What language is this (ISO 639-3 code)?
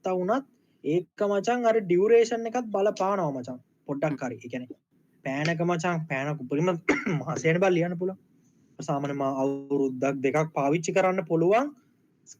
sin